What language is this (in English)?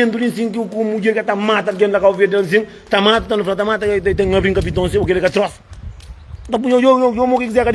Kabuverdianu